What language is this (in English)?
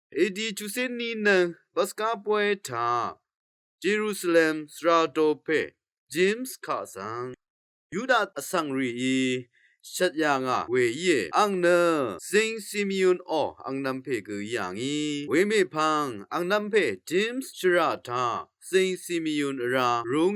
Rawang